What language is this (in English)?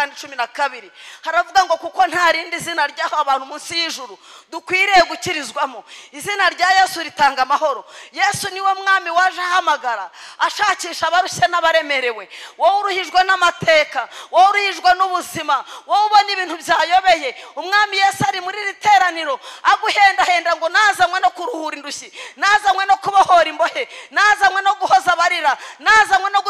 Kinyarwanda